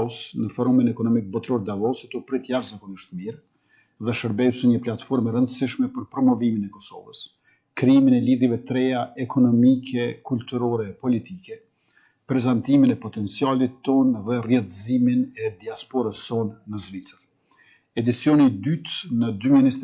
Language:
Albanian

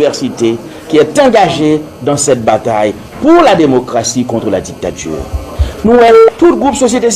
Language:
Haitian Creole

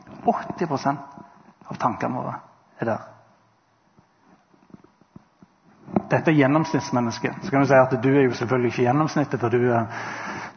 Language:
Norwegian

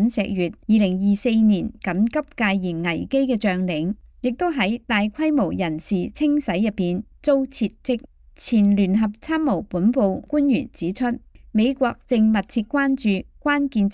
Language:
Cantonese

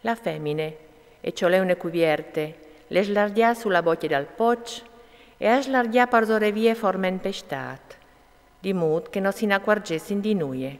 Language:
Friulian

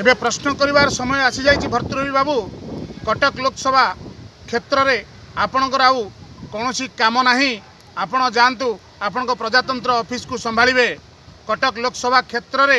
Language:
Odia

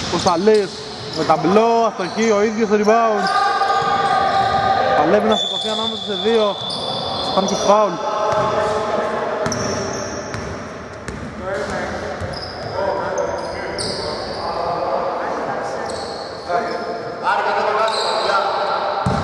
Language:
Greek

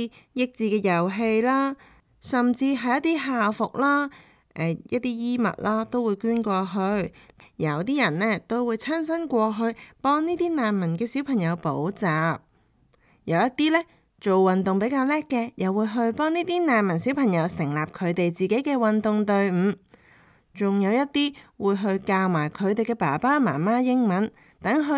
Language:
Cantonese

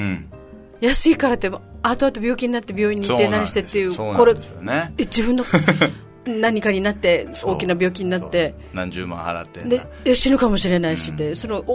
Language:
Japanese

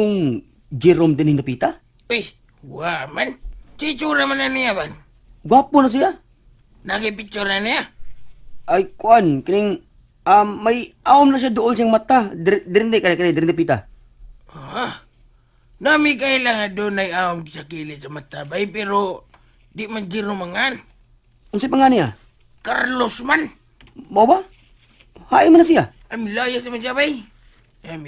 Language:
Cebuano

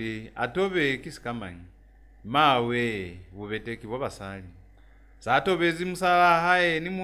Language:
Lozi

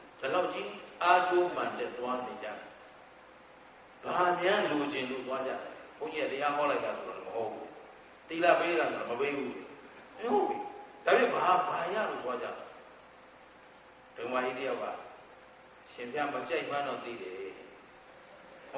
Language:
Burmese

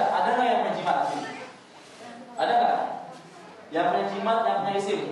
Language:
Indonesian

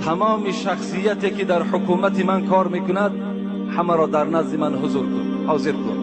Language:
Tajik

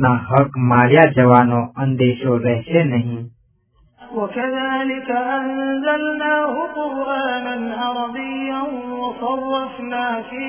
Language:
Gujarati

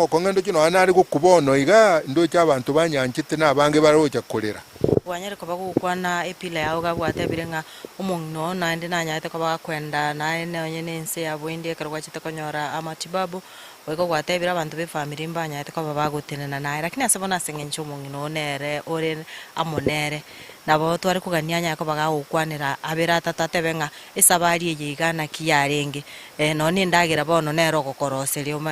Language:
Gusii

